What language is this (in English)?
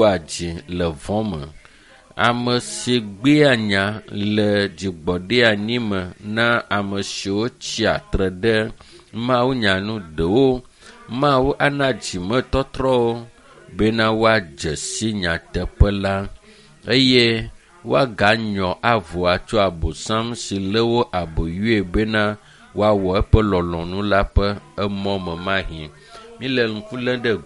Ewe